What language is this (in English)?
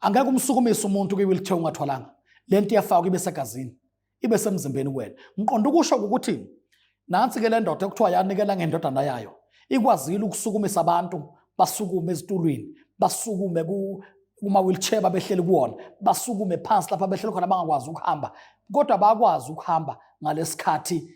Zulu